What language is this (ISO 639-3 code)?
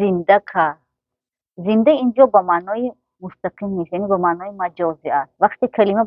tgk